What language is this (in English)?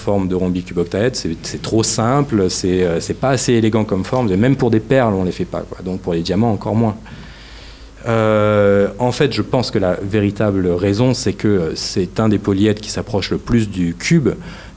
French